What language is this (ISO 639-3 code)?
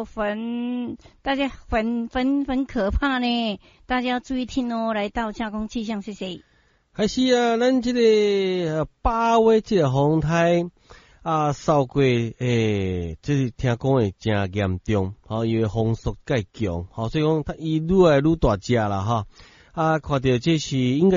nan